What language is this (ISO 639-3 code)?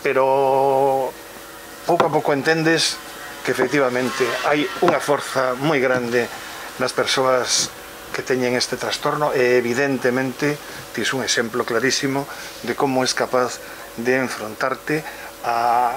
glg